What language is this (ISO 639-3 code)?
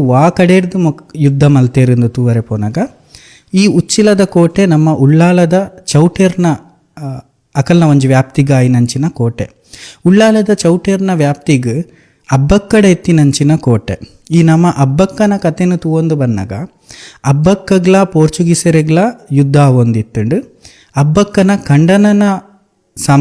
tcy